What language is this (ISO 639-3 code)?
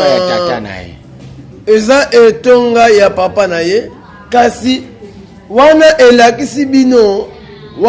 lin